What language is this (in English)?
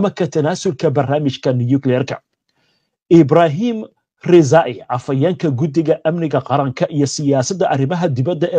Somali